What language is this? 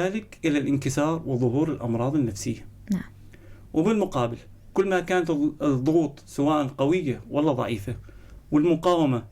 North Levantine Arabic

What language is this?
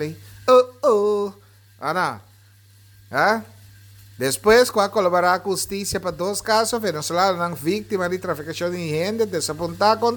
Papiamento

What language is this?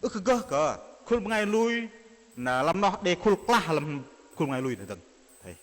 Bahnar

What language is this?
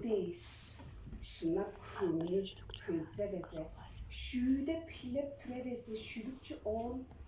Tuvinian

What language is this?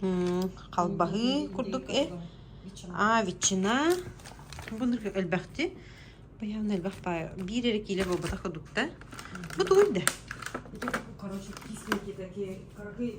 Yakut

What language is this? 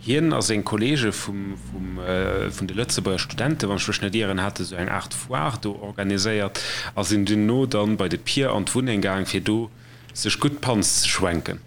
Luxembourgish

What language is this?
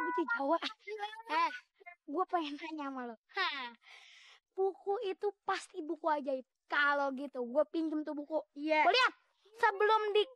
Betawi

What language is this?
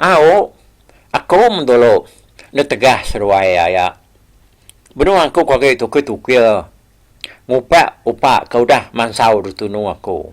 Iban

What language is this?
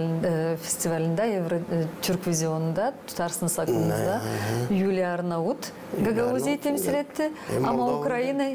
Gagauz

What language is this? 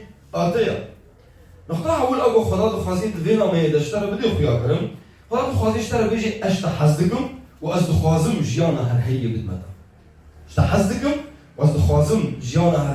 Kurdish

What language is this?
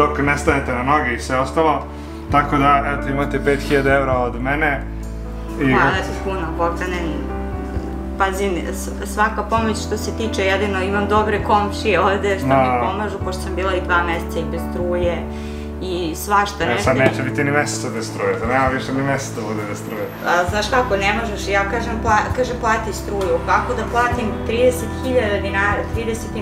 Serbian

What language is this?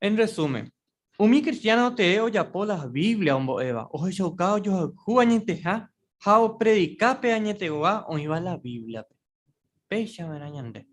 Guarani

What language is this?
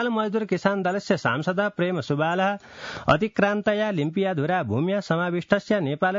Sanskrit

